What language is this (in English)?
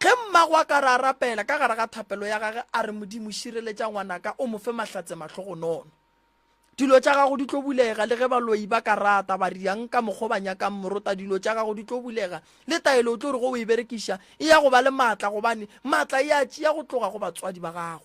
Northern Sotho